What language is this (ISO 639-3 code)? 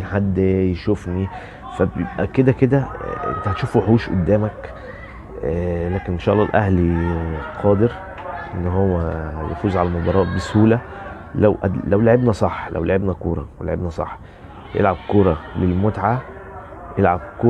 arz